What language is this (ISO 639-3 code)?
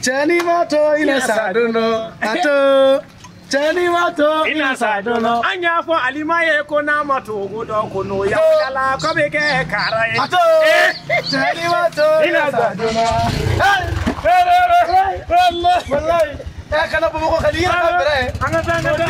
bam